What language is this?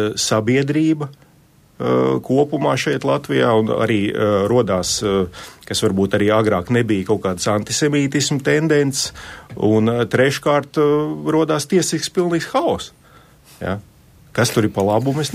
Latvian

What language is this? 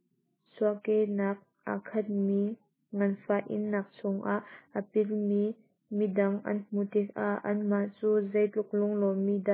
Hakha Chin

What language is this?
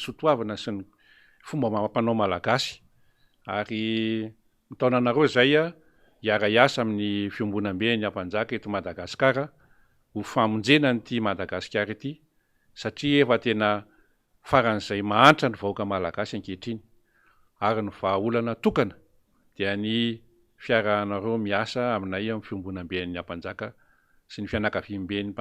Malagasy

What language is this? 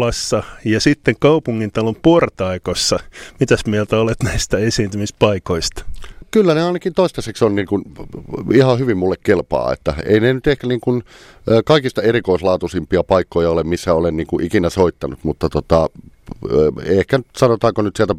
Finnish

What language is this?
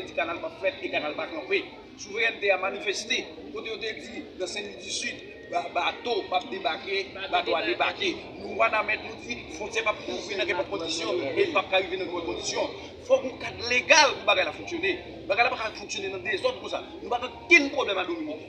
Haitian Creole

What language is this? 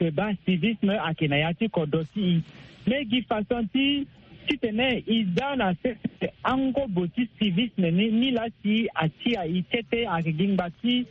Sango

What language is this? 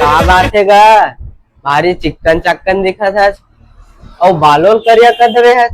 Chhattisgarhi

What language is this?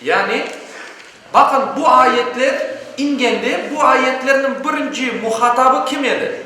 Crimean Tatar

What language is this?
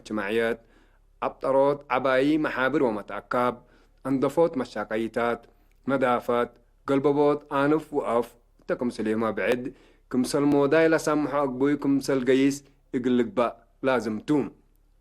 Tigre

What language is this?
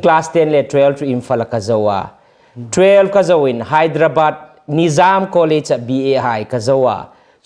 Hmar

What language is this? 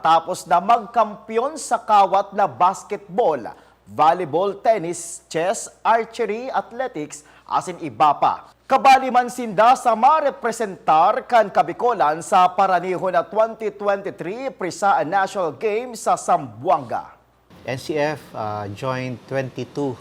Bikol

